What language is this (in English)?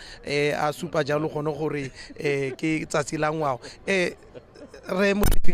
Tswana